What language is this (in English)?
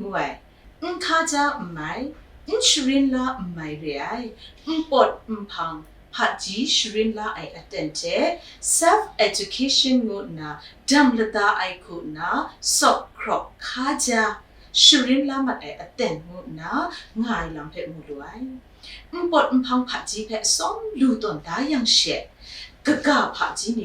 Kachin